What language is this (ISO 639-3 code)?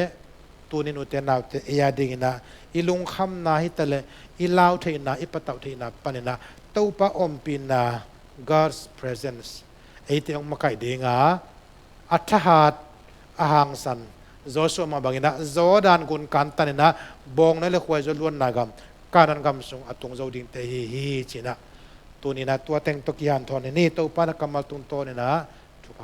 ctd